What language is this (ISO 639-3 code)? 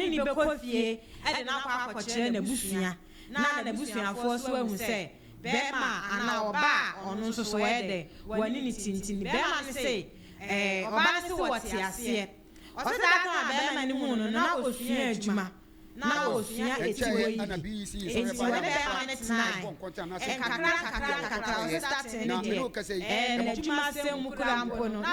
aka